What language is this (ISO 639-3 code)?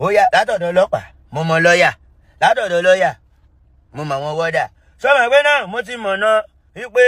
yor